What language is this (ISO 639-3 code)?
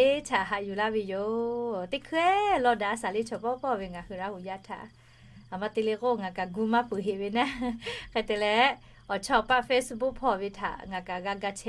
lhu